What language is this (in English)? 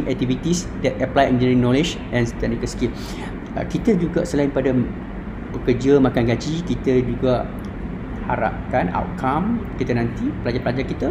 Malay